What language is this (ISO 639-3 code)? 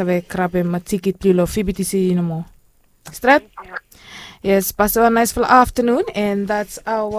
bis